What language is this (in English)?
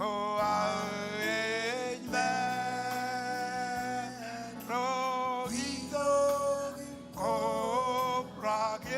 Marshallese